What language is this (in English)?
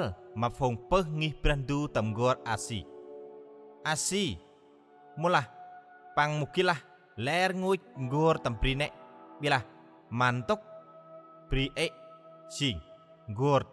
Central Mnong